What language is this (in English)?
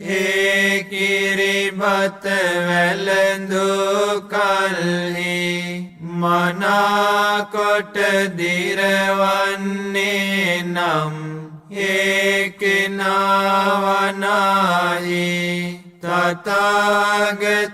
Sinhala